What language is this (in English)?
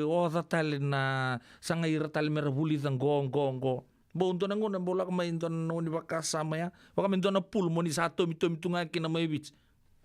Fijian